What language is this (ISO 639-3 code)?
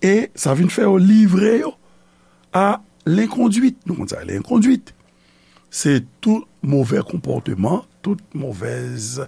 hat